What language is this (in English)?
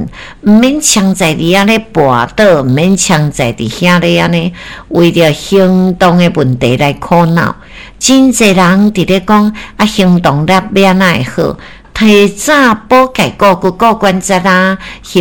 Min Nan Chinese